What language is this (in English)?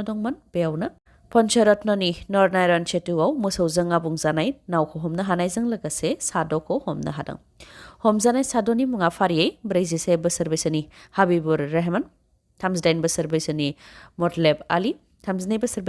Bodo